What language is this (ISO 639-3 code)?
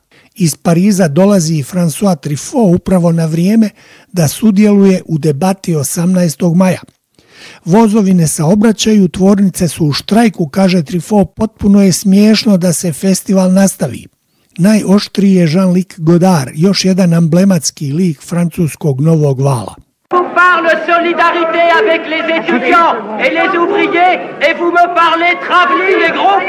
bos